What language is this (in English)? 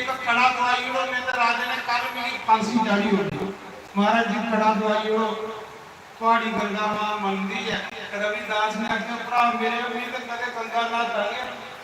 Dogri